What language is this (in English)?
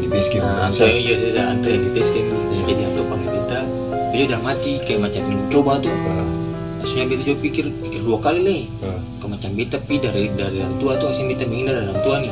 Ambonese Malay